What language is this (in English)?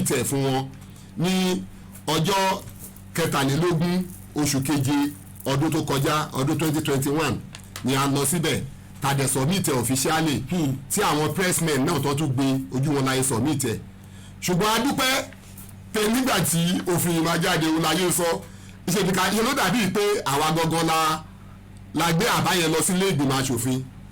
Yoruba